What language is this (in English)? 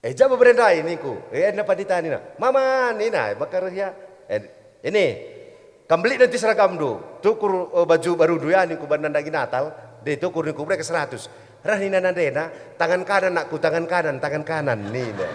Batak Karo